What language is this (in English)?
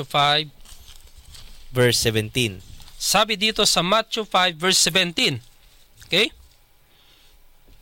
Filipino